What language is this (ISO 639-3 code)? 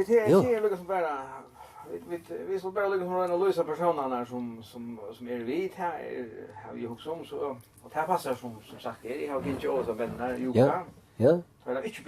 fao